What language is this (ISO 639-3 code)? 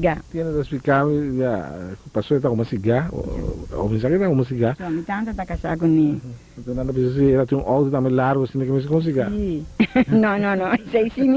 pap